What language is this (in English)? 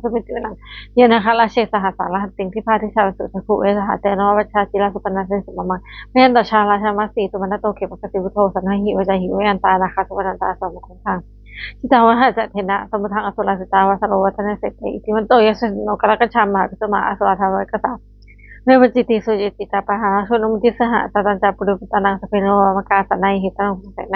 Pali